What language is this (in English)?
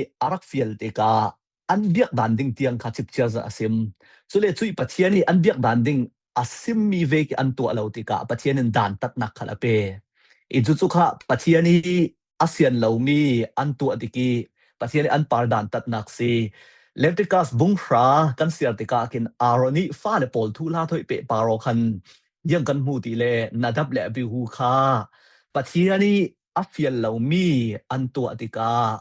Falam Chin